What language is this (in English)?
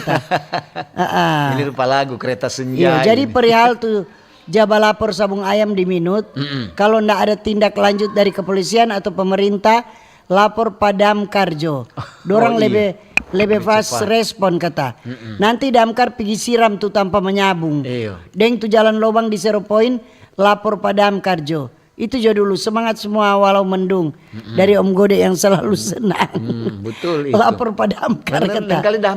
Manado Malay